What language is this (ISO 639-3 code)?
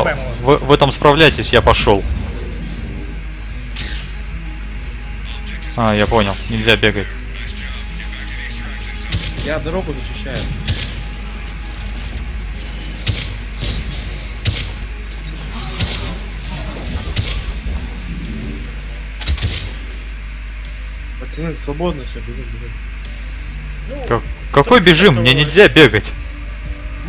rus